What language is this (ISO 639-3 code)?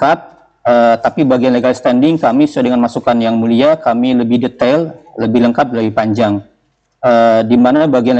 ind